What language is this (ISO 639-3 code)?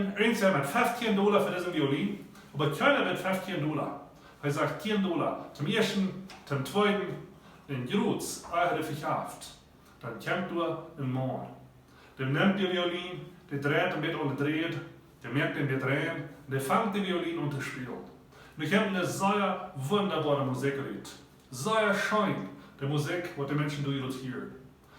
pdt